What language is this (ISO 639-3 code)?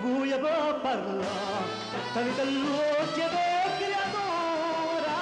nap